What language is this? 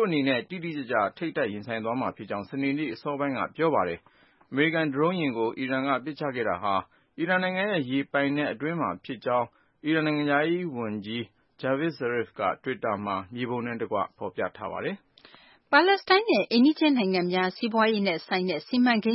Burmese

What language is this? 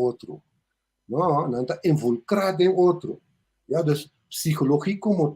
Papiamento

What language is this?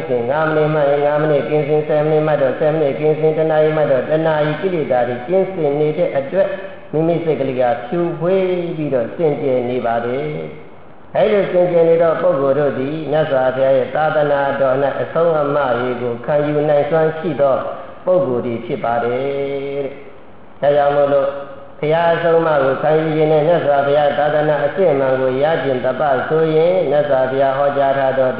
Burmese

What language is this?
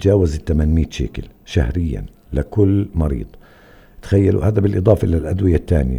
North Levantine Arabic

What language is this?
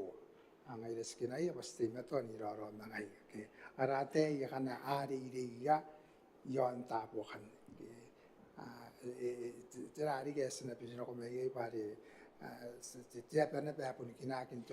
Gilbertese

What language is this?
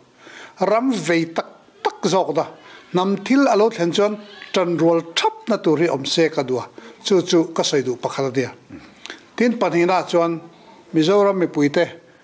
Mizo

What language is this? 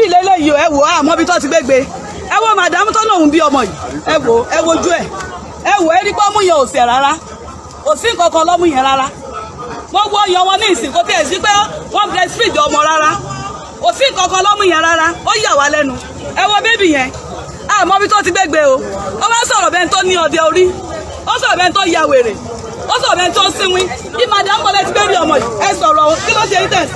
Yoruba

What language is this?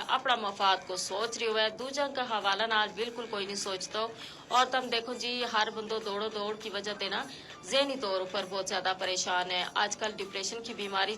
Gujari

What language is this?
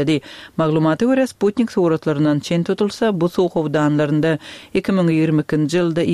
Turkmen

